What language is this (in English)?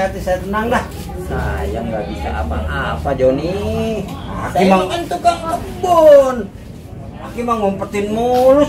Betawi